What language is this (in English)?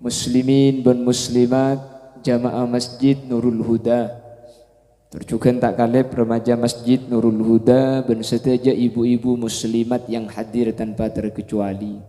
Madurese